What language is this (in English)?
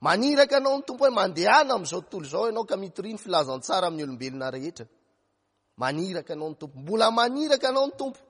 Malagasy